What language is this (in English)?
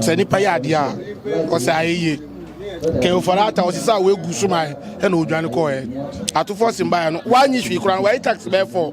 Akan